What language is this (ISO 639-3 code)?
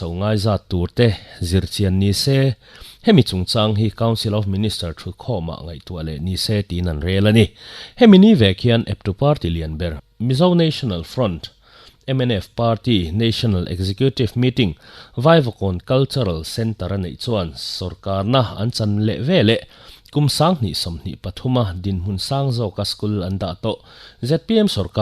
lus